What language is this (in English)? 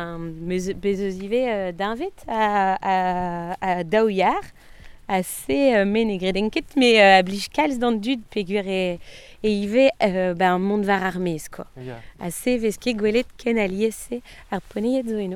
Breton